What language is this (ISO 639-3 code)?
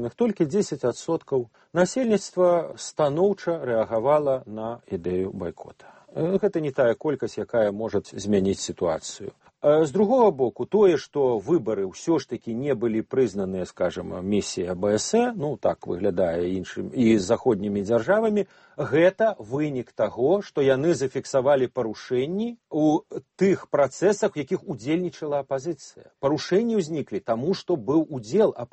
bel